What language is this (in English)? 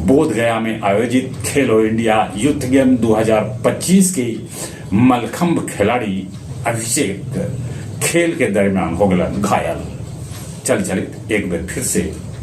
Magahi